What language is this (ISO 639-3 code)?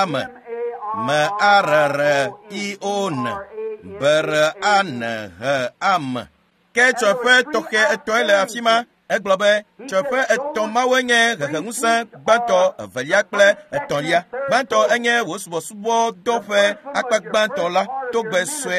ewe